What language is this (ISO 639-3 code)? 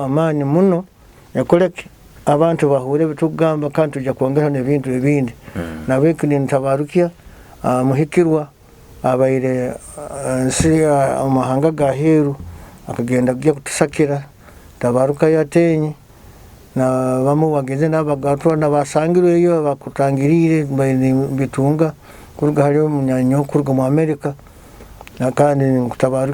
nyo